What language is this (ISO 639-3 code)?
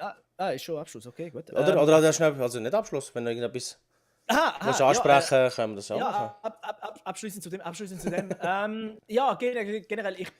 gsw